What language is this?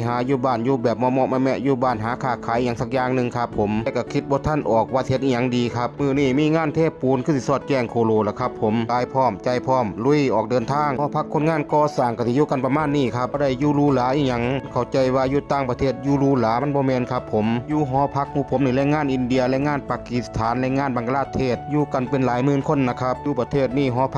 Northeastern Thai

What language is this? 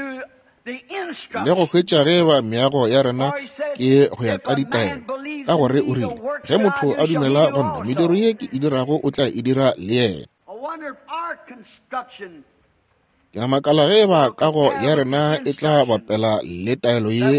Northern Sotho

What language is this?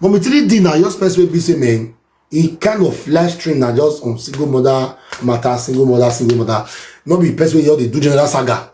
Nigerian Pidgin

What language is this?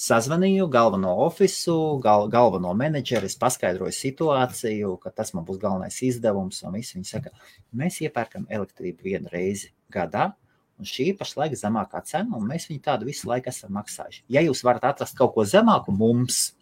Latvian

